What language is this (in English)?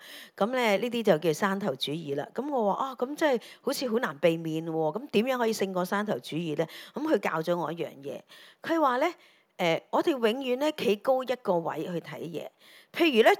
Cantonese